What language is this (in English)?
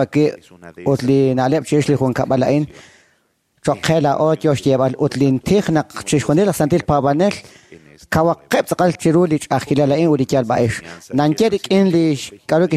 Kekchí